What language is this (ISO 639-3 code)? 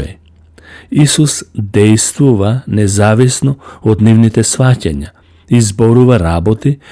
mkd